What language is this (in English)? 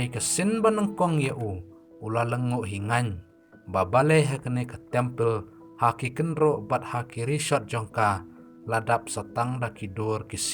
Khasi